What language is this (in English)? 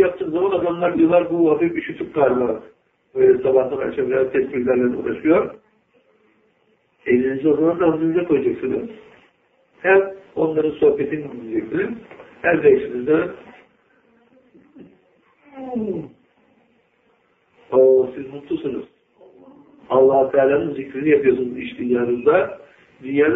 Turkish